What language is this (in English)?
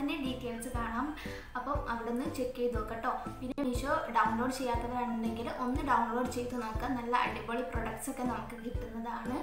Malayalam